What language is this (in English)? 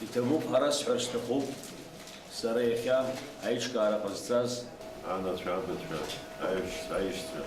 Abkhazian